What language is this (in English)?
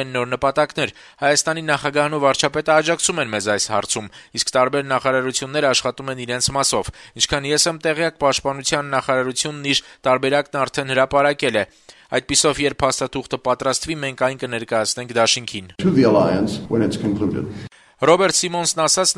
Armenian